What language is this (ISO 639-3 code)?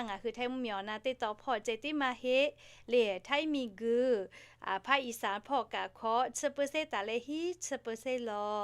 lhu